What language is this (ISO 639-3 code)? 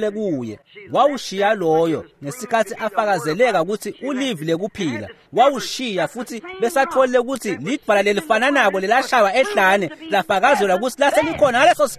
ssw